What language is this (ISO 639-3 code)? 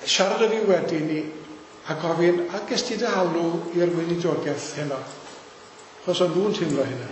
cym